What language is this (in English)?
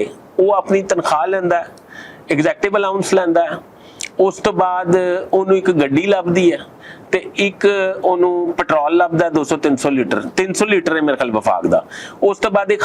Western Panjabi